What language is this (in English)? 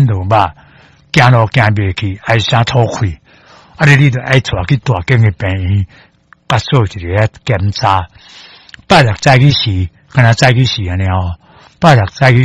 Min Nan Chinese